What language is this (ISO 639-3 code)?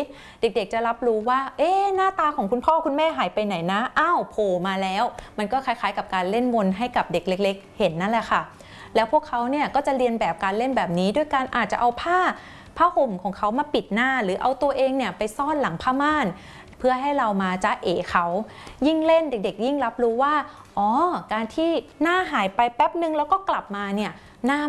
tha